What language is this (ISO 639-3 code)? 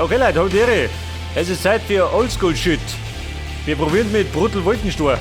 bar